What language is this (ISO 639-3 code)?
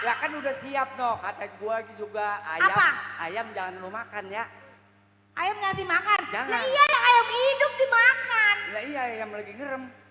bew